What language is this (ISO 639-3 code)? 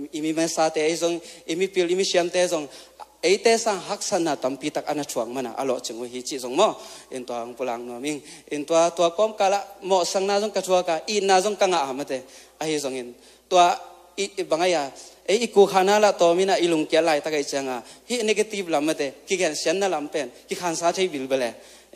ctd